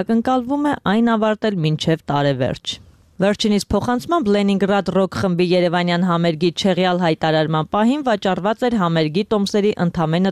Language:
Armenian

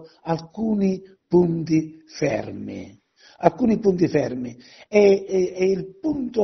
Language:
Italian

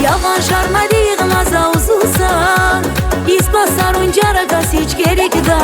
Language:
Tabassaran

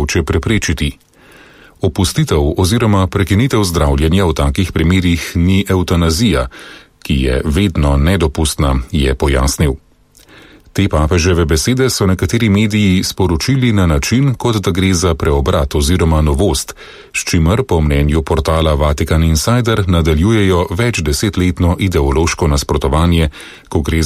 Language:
Slovenian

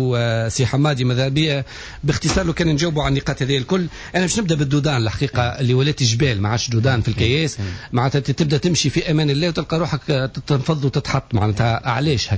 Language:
Tunisian Arabic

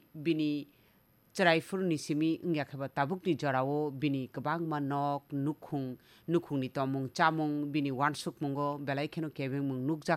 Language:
Kok Borok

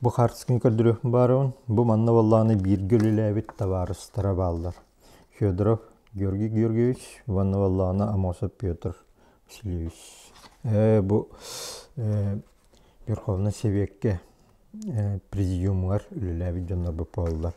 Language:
Yakut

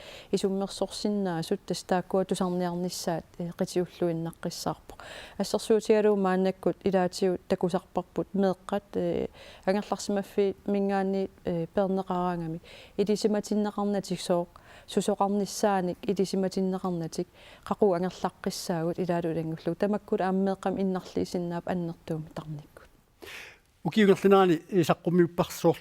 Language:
Kalaallisut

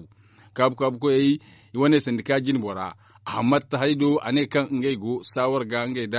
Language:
Zarma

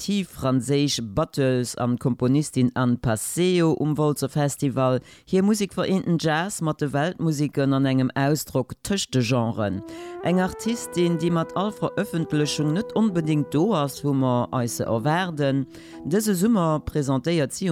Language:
Luxembourgish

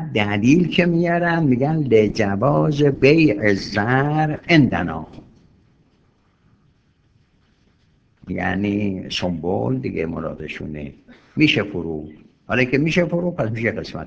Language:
Persian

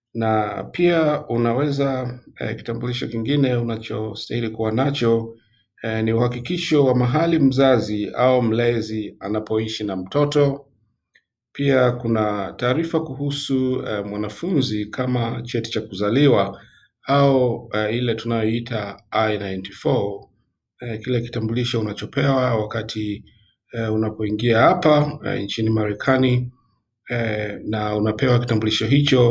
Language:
Swahili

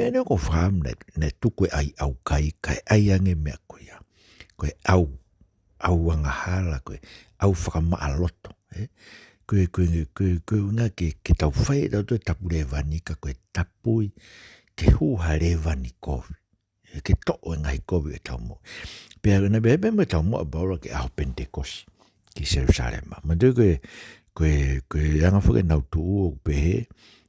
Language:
Tongan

